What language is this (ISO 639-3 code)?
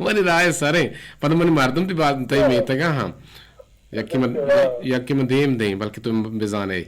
bgp